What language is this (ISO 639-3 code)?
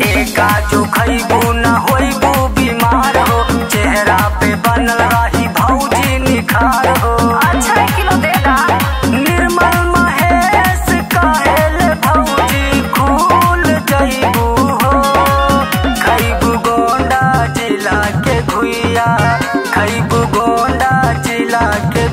bho